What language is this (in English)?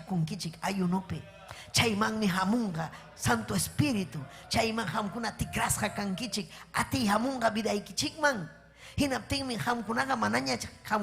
Ayacucho Quechua